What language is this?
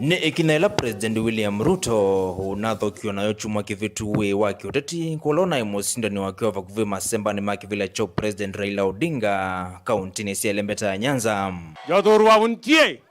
Kamba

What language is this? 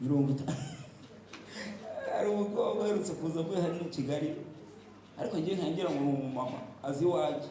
Kinyarwanda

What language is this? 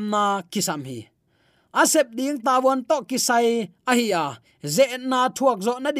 Tedim Chin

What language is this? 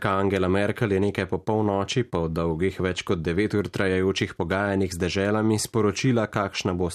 Slovenian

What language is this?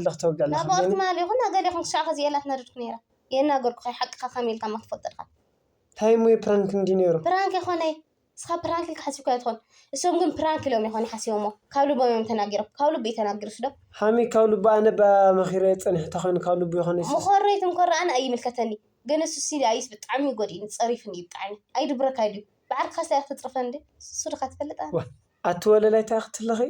Tigrinya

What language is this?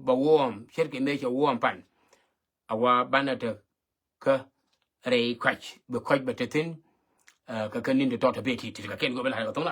Nuer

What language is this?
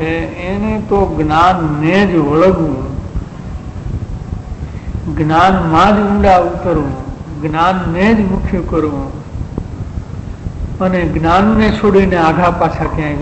Gujarati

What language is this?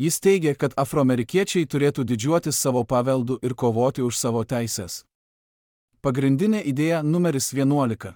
Lithuanian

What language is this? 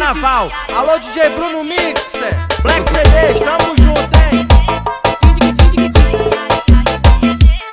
Portuguese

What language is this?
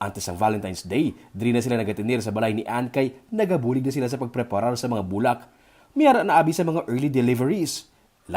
Hiligaynon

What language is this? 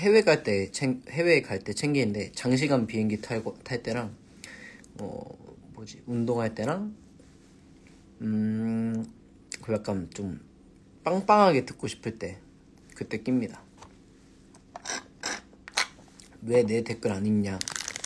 Korean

